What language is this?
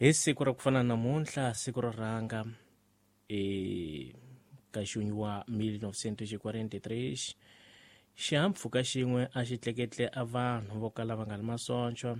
Tsonga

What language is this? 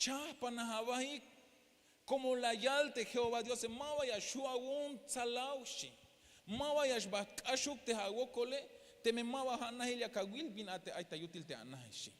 Tzeltal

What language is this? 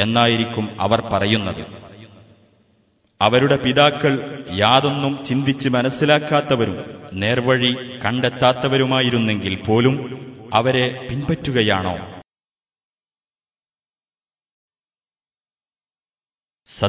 Malayalam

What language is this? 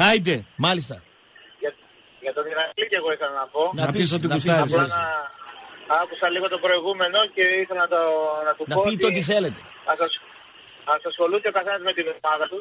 Greek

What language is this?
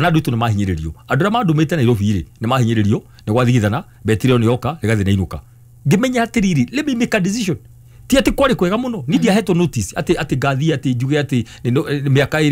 Kikuyu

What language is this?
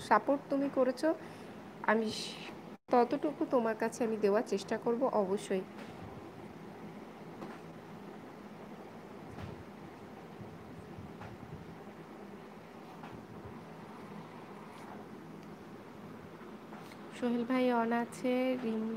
Bangla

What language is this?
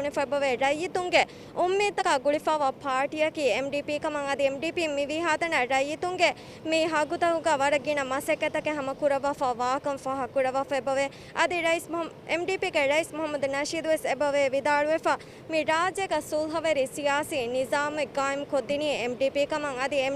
Divehi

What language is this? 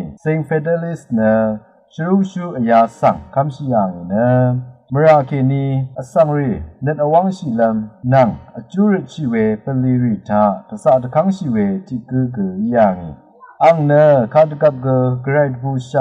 Rawang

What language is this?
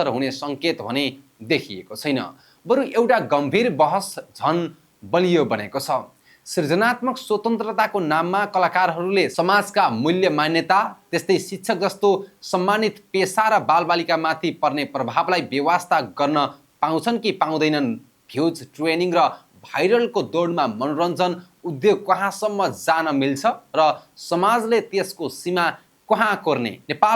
Nepali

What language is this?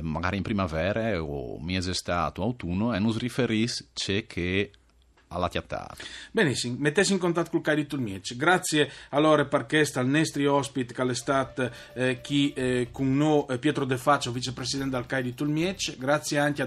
Friulian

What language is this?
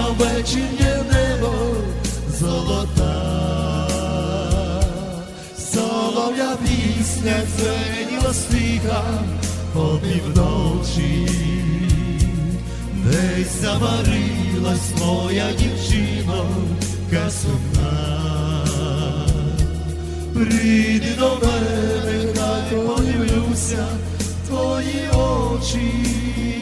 Ukrainian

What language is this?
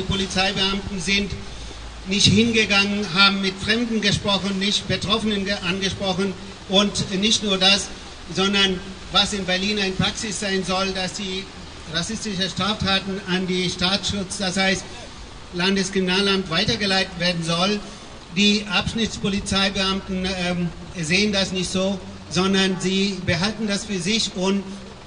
German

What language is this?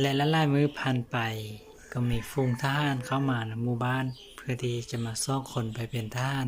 Lao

